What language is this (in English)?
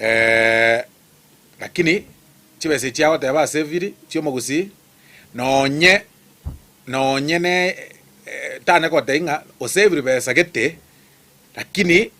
Gusii